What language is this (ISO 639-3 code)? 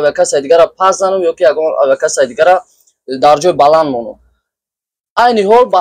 tgk